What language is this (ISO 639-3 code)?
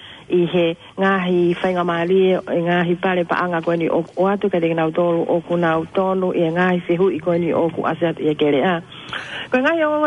ton